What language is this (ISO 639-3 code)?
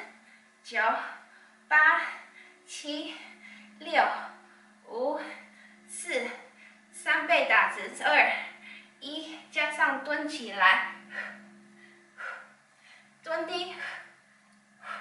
zho